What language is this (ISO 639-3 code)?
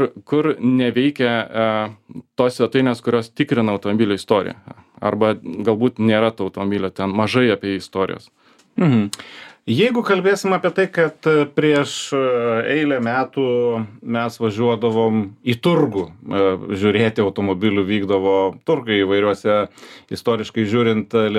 lit